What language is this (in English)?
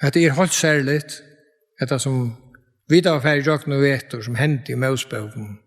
Faroese